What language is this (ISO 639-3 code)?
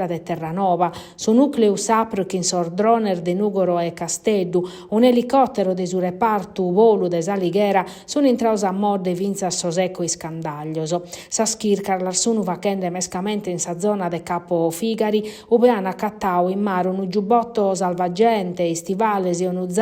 srd